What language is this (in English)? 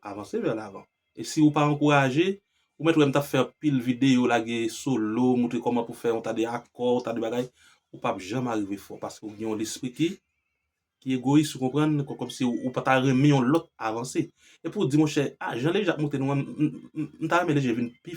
Haitian Creole